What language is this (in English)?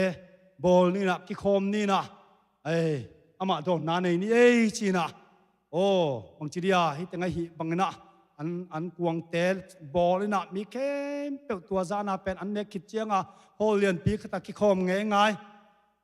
Tedim Chin